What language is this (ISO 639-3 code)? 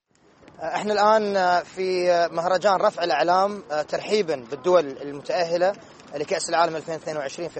mya